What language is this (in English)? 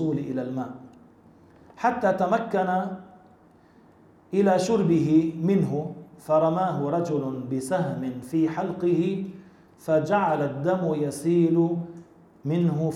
Arabic